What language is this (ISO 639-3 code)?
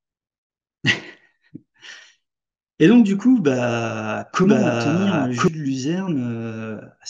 fra